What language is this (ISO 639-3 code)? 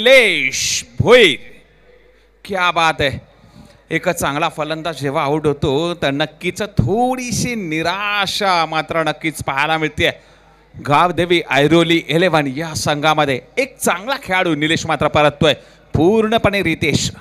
mar